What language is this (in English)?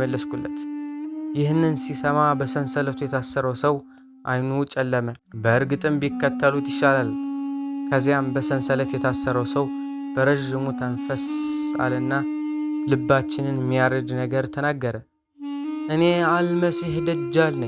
Amharic